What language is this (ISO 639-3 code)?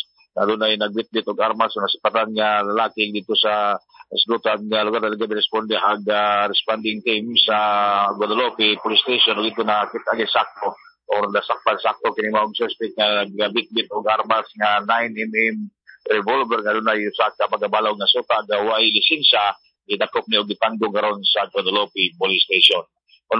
ceb